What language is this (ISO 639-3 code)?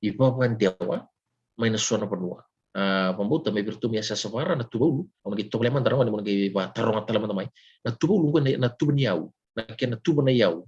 fij